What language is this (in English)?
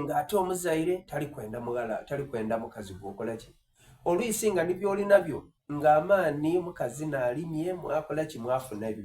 Soga